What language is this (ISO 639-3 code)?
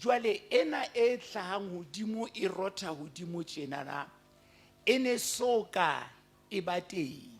sot